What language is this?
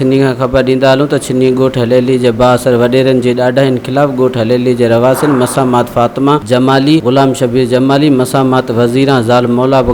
Sindhi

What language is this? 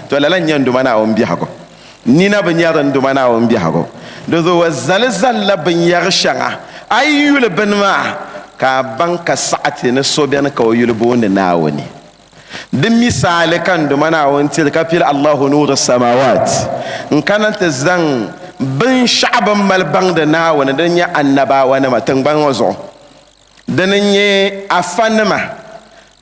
Dagbani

